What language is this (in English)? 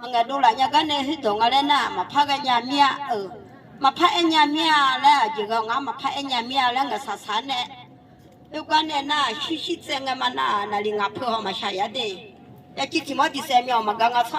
Akha